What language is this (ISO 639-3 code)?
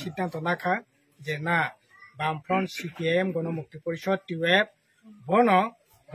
trp